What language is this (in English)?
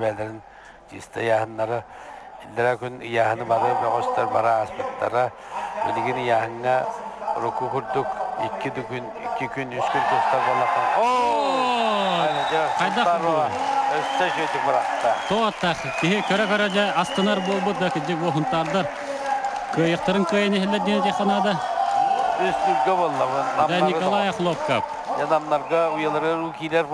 Yakut